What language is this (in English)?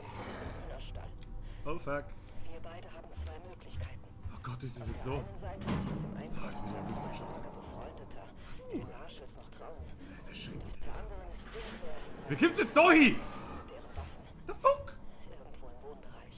Bavarian